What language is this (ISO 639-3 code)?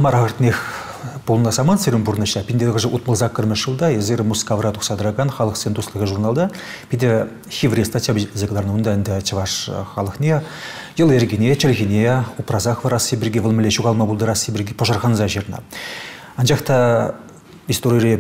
chv